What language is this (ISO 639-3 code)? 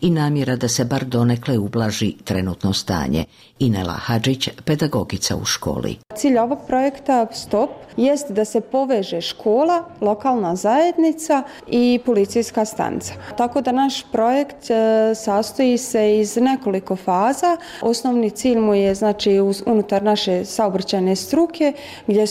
bos